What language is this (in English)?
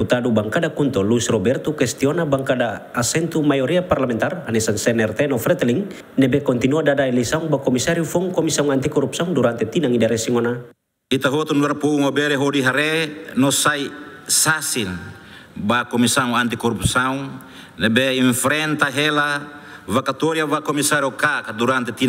Tetum